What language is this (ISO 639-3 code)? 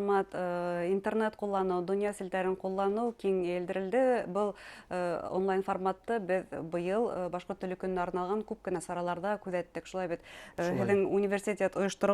bak